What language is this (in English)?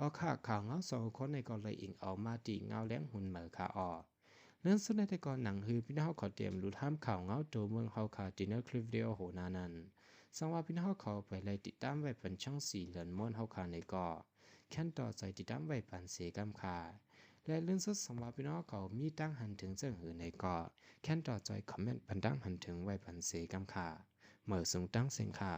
Shan